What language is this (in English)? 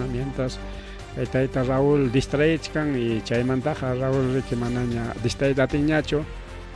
Ayacucho Quechua